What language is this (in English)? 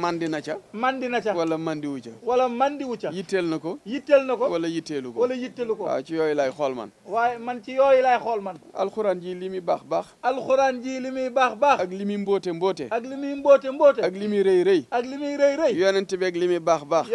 Wolof